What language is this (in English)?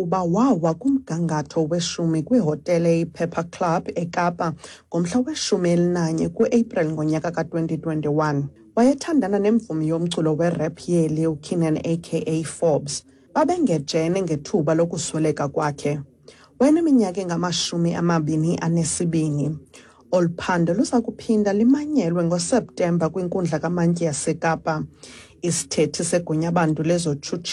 Xhosa